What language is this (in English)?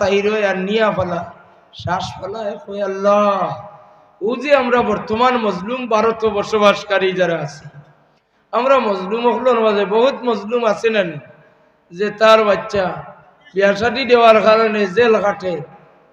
Sylheti